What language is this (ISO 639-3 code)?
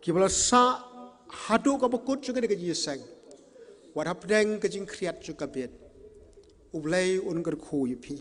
kha